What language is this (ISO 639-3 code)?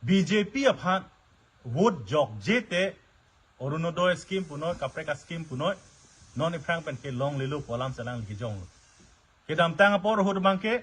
mjw